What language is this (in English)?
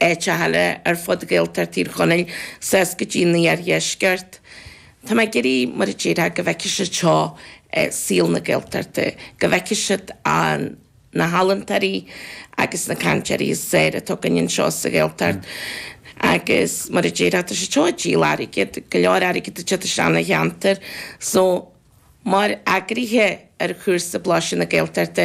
Irish